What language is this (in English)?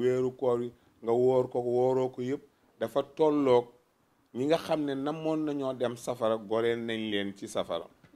Wolof